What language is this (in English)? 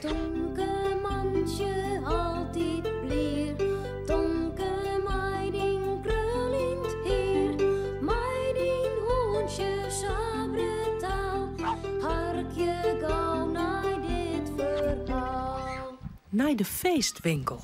Western Frisian